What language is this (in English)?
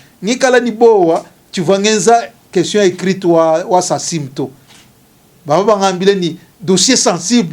Luba-Lulua